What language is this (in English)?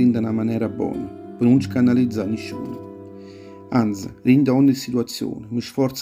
Neapolitan